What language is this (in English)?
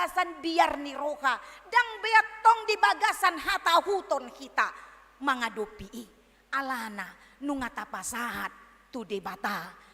Batak Toba